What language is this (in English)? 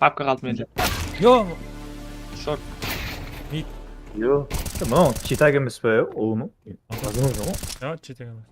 Kara-Kalpak